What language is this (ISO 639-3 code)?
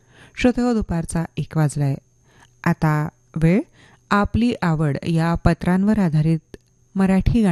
mar